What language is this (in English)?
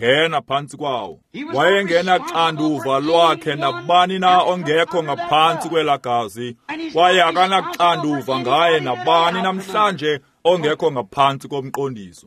Xhosa